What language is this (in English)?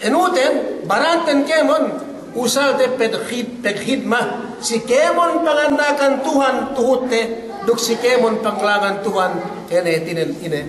Yakan